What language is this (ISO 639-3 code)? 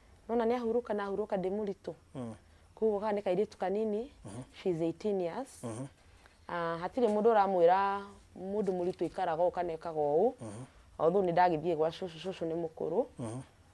kik